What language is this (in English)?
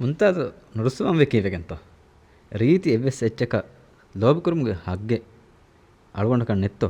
Divehi